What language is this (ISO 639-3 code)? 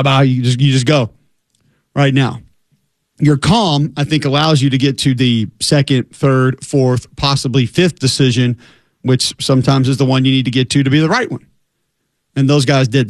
eng